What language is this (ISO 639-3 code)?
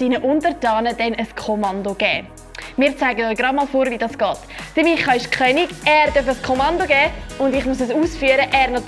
gsw